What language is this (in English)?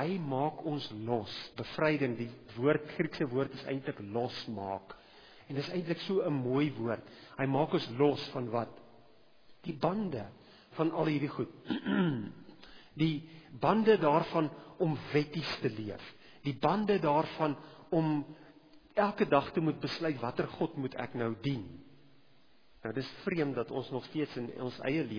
Afrikaans